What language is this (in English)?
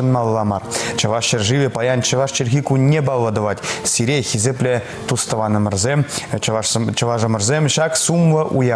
Chuvash